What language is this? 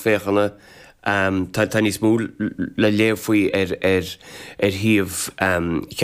Irish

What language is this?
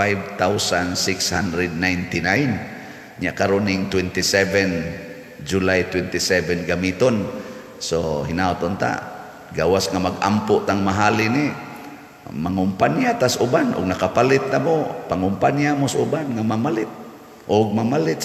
Cebuano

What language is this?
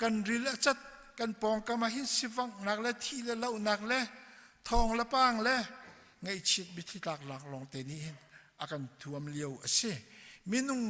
Hakha Chin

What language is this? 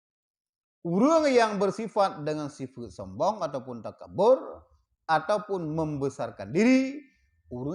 Achinese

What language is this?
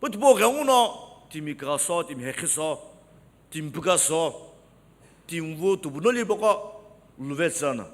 Sumi Naga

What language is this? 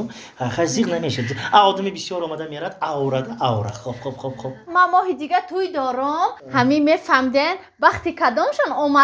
Tajik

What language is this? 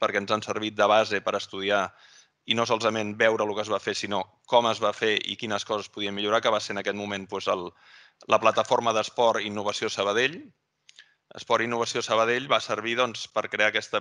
Catalan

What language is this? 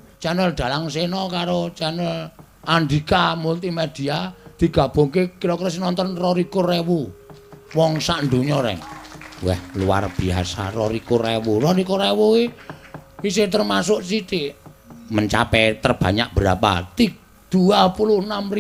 Javanese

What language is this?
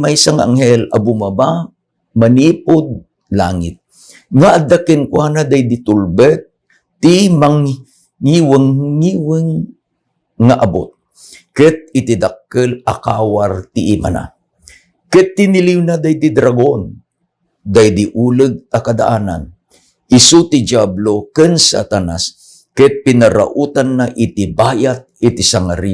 Iloko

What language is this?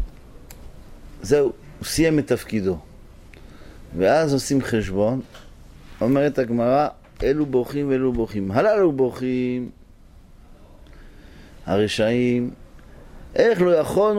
Hebrew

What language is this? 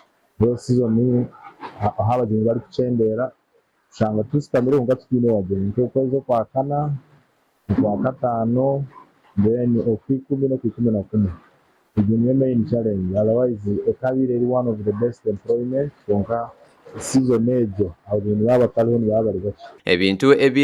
Nyankole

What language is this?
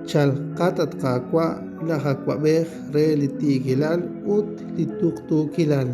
Kekchí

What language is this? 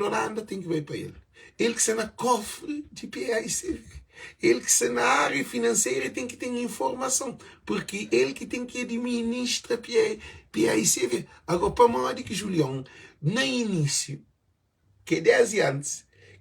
Kabuverdianu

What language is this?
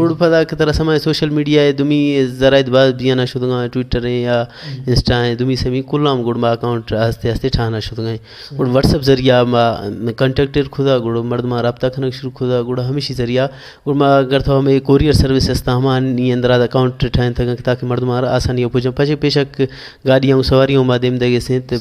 Baluchi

